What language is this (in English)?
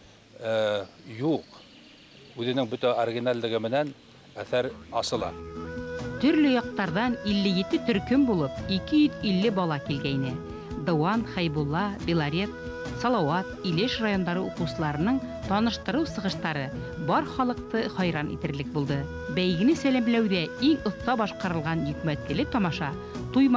Bashkir